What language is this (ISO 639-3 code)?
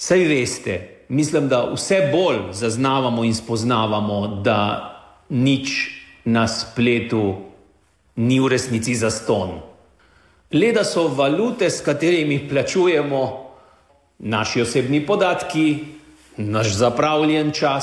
slv